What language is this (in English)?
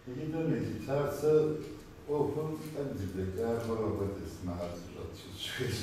Kabardian